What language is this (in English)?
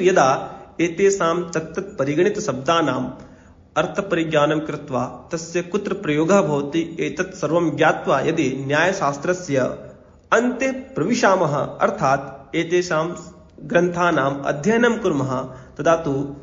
Sanskrit